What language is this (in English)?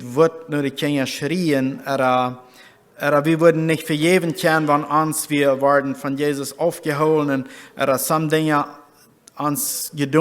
Plautdietsch